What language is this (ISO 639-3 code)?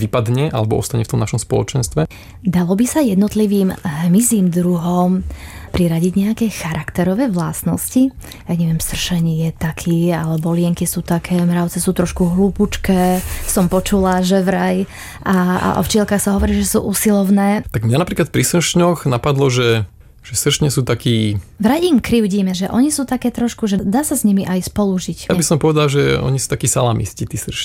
slk